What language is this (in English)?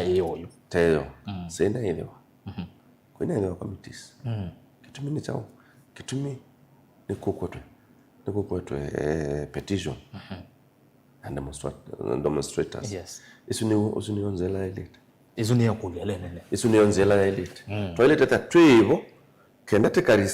Kamba